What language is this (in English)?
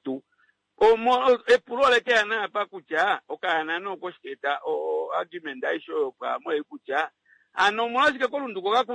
Kuanyama